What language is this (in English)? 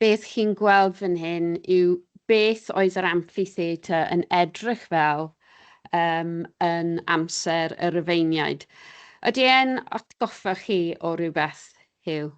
Welsh